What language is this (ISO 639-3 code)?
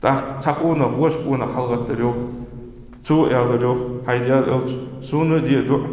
inh